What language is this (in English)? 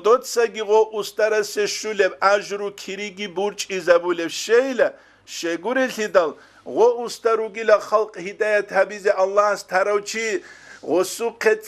Avaric